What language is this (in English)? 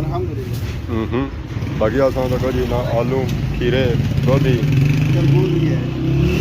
Pahari-Potwari